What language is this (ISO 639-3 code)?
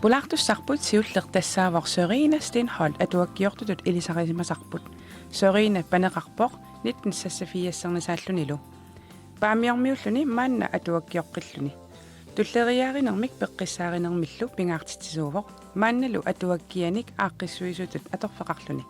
kal